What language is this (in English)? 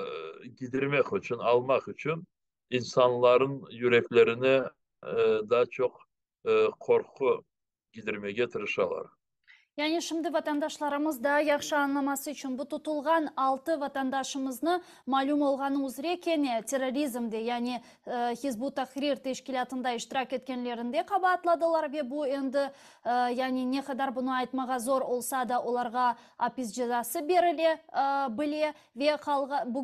Crimean Tatar